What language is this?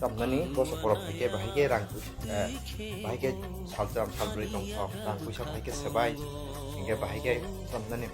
Kok Borok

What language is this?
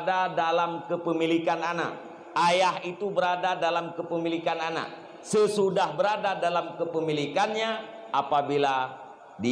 Achinese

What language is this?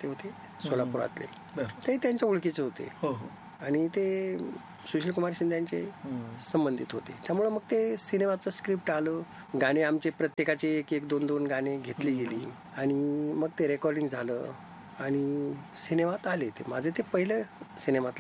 Marathi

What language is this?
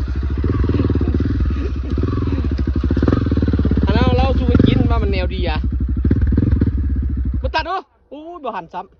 Lao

